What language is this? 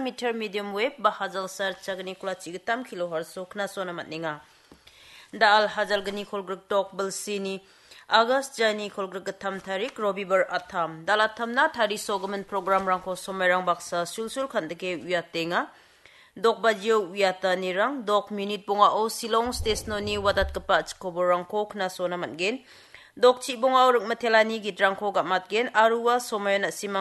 Garo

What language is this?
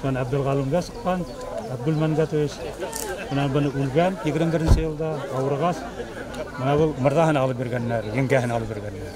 Bashkir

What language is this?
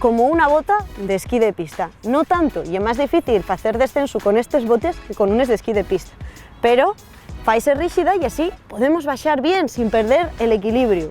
Asturian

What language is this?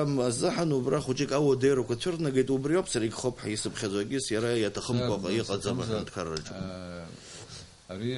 Abkhazian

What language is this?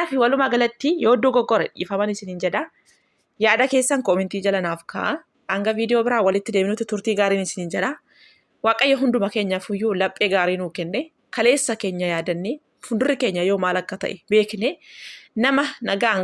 Oromo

